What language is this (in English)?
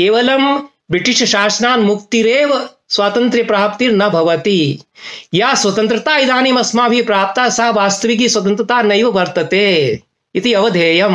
Sanskrit